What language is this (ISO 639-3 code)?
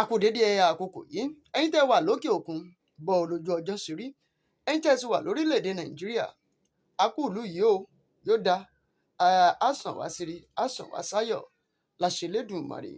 yor